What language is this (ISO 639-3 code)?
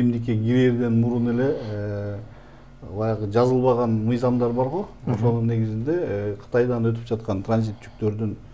kir